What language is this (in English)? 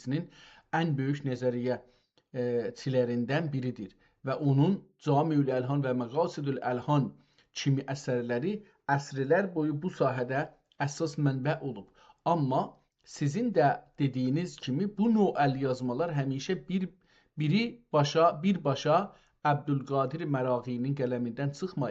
South Azerbaijani